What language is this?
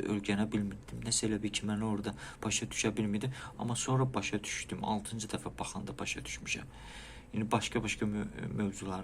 Azerbaijani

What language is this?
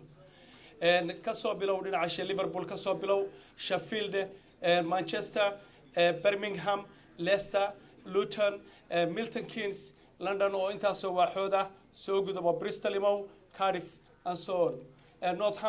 Somali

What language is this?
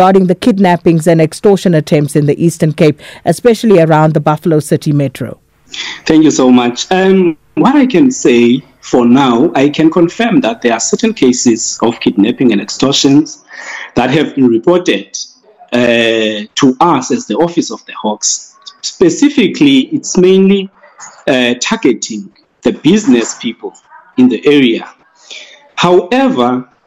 English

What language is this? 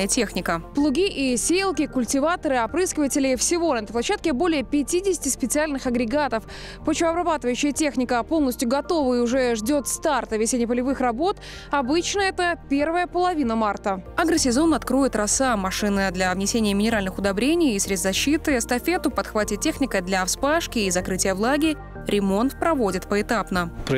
Russian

